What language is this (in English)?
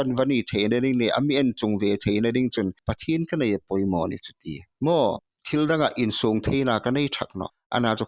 Hmar